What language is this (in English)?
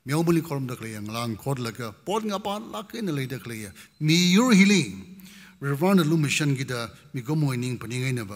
Tangkhul Naga (India)